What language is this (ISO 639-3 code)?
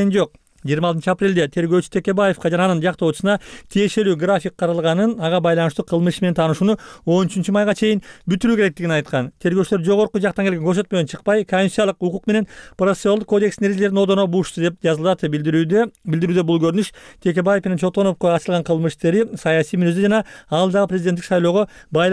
kir